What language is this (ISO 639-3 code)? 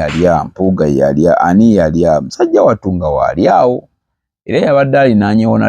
lug